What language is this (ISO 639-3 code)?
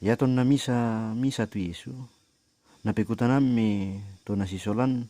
sda